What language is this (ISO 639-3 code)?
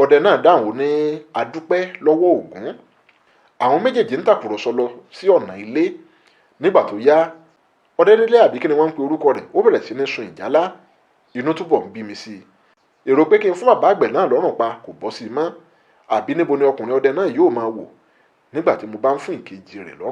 yor